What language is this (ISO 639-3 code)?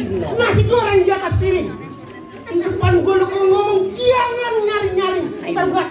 bew